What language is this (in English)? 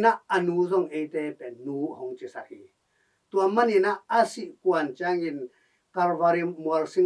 Tedim Chin